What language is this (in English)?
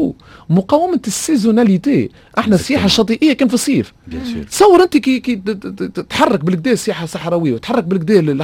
Tunisian Arabic